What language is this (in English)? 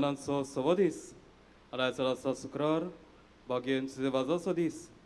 Konkani